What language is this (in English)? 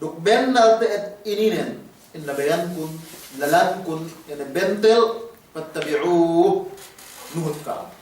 Yakan